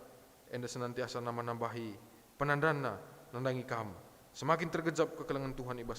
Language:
Batak Karo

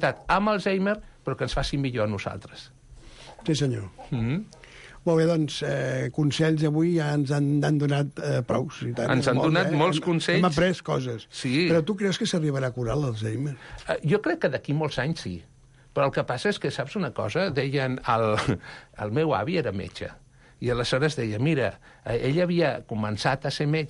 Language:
Catalan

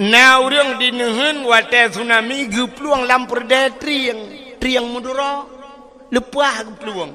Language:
Achinese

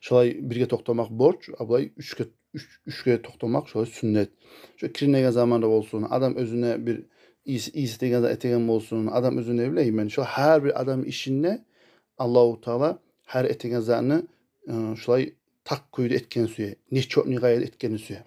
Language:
Kumyk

